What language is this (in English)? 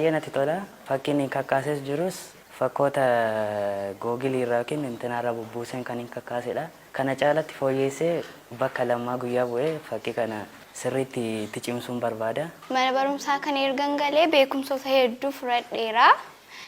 Oromo